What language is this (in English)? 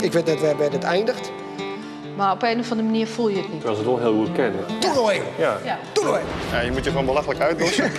Western Frisian